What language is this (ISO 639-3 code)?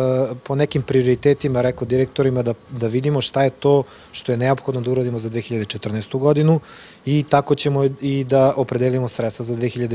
srp